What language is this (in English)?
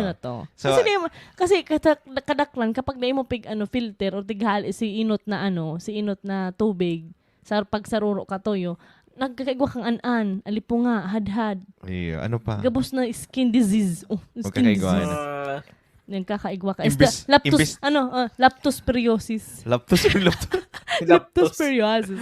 Bikol